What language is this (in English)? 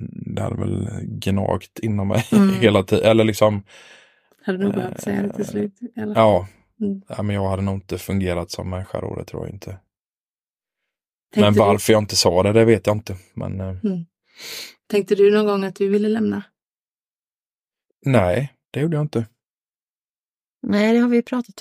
Swedish